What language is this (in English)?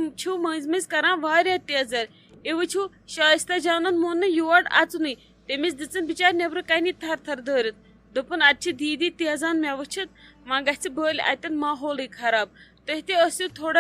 Kashmiri